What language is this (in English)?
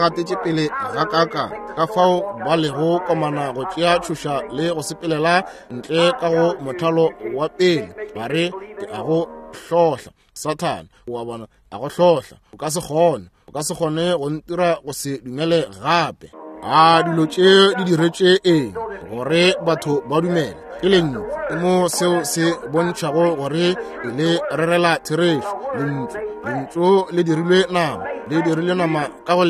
Northern Sotho